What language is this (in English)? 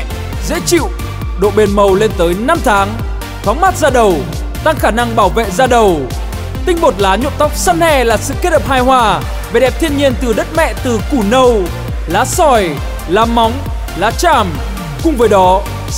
Vietnamese